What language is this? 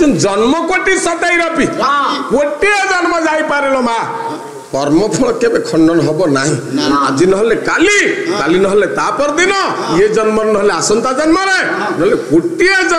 Odia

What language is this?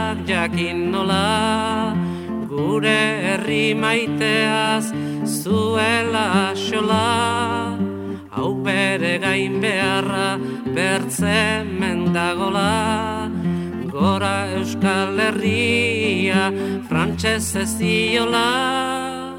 Basque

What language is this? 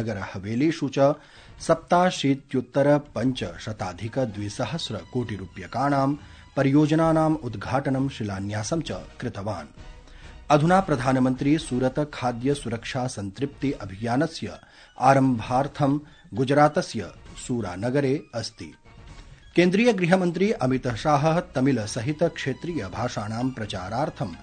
Sanskrit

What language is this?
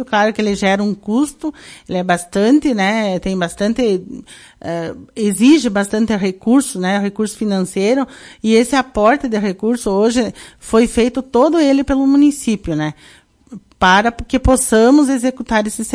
Portuguese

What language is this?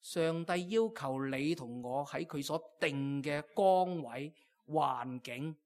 Cantonese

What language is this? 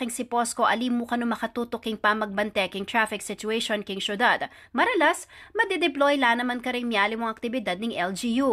Pampanga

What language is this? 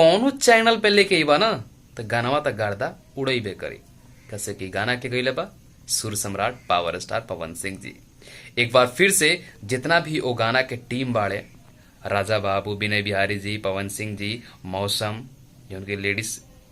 Bhojpuri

